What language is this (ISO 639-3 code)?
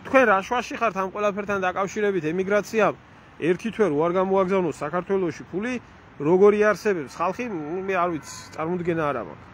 kat